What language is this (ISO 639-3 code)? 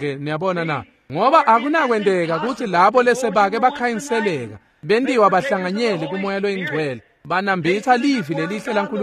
ssw